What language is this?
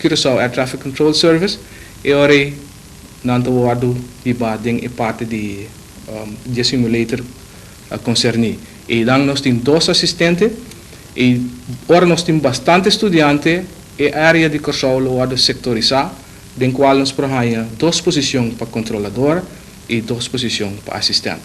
Papiamento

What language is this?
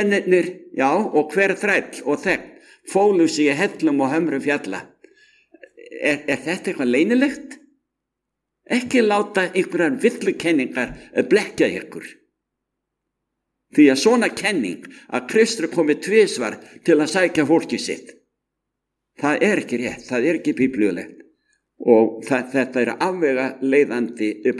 Icelandic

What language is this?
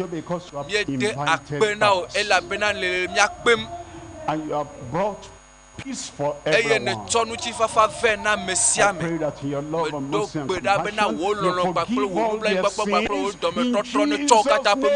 Ewe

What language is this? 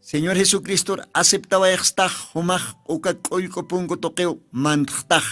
Aymara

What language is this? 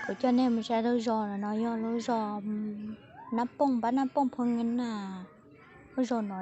Hmong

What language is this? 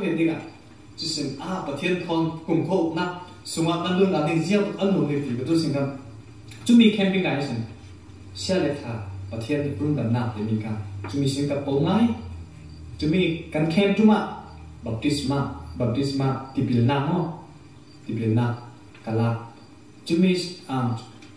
Falam Chin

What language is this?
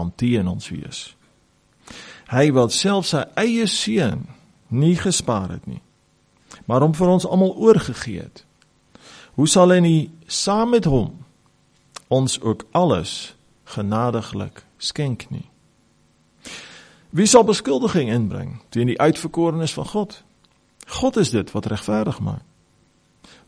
Afrikaans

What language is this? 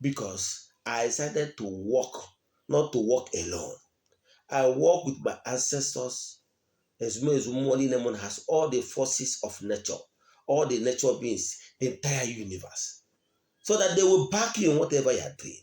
Igbo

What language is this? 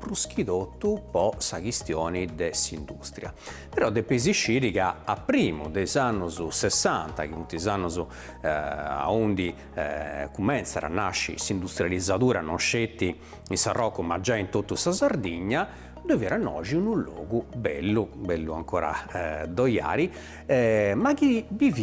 Sardinian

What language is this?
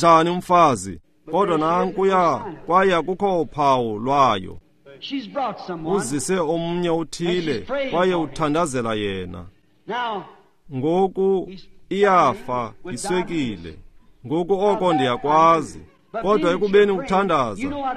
Xhosa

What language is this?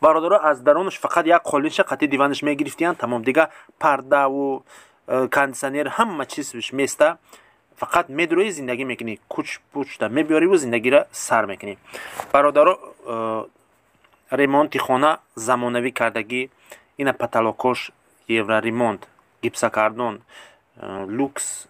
Tajik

